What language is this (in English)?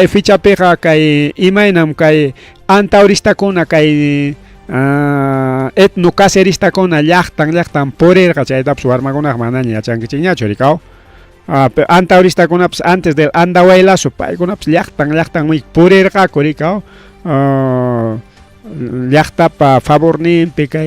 Ayacucho Quechua